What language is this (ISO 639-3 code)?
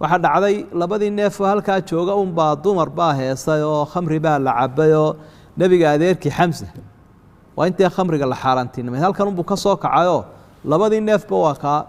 som